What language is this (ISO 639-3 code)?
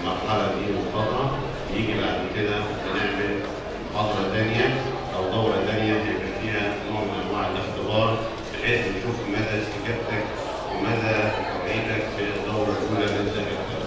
arz